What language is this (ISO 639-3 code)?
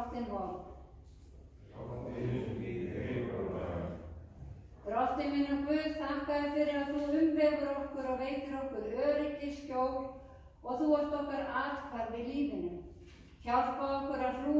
isl